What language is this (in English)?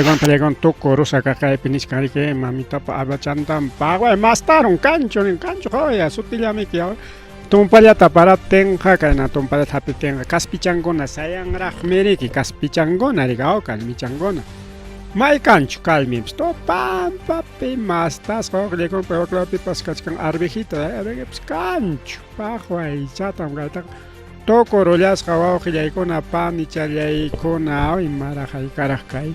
Ayacucho Quechua